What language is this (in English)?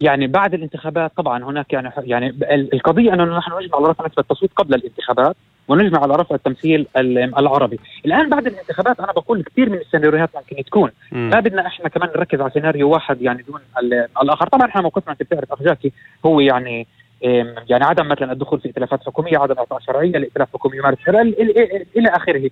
North Levantine Arabic